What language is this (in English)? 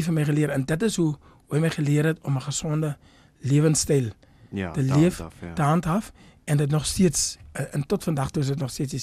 Afrikaans